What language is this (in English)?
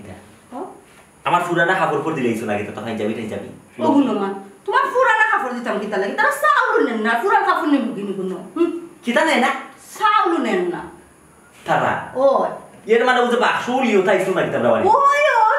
Sylheti